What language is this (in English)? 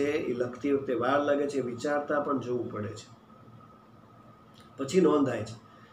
Gujarati